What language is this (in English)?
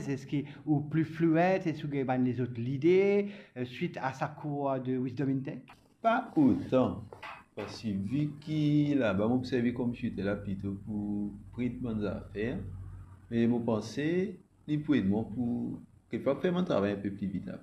Morisyen